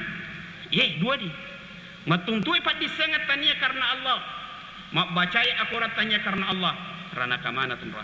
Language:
Buginese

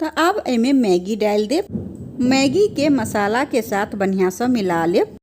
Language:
Maithili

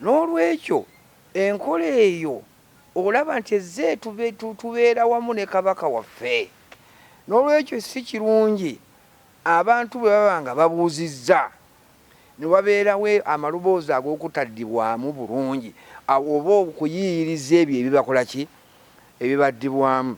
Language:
Ganda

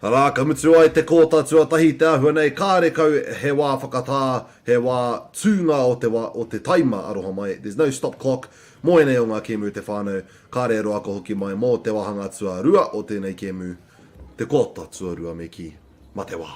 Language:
Māori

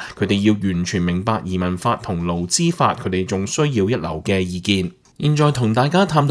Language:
Cantonese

